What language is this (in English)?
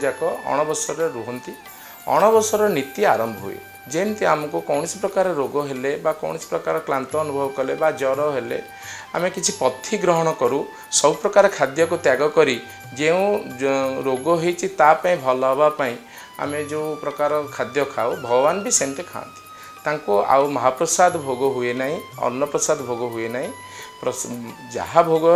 Odia